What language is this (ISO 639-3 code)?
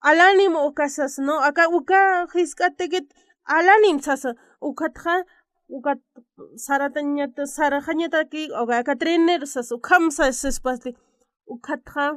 aym